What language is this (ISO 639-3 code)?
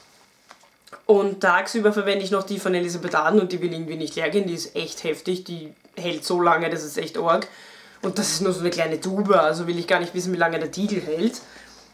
deu